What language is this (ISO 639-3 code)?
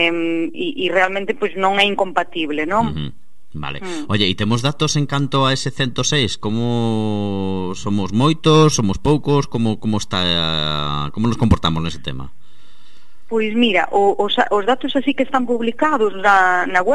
glg